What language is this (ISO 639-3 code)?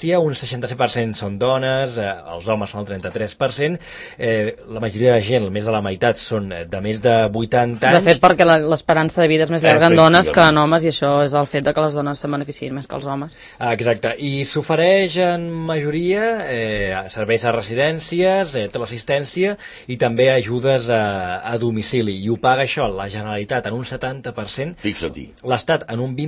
cat